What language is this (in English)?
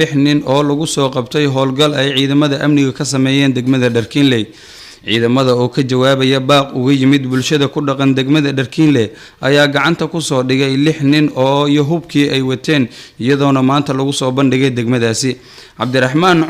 Somali